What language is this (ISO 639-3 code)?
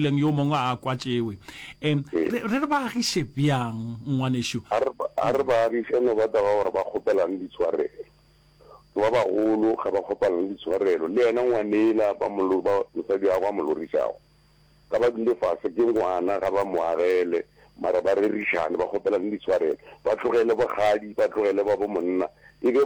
nso